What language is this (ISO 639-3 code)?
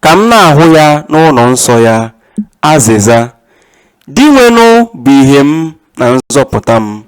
ibo